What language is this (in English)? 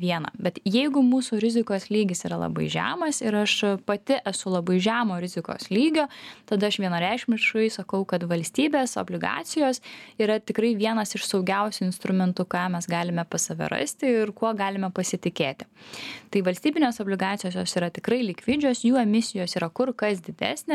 Lithuanian